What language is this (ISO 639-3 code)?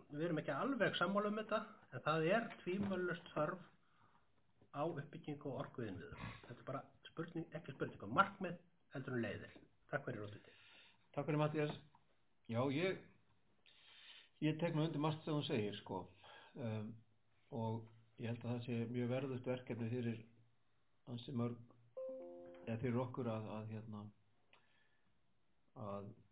isl